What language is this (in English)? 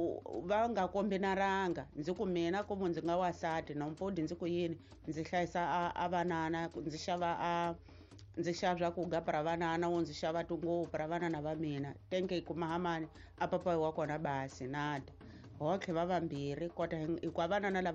Tsonga